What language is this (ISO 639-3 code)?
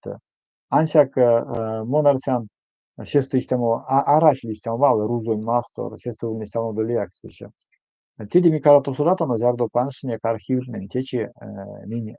myv